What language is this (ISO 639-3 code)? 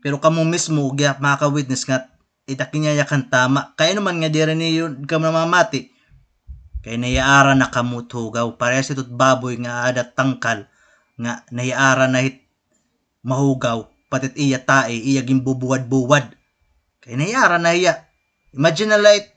war